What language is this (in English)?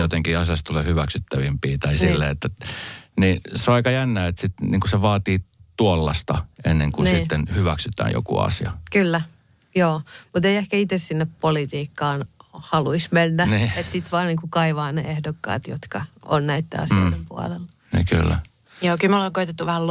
Finnish